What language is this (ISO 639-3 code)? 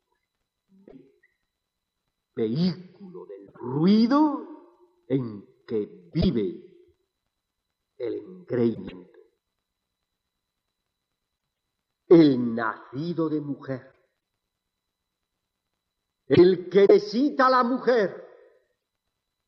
spa